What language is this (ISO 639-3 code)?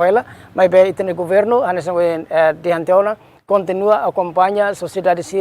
tet